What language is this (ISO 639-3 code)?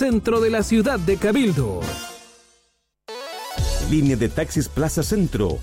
spa